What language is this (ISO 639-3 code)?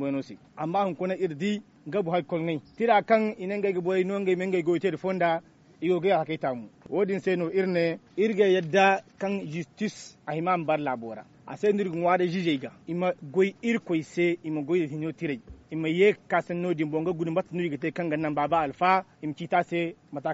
dje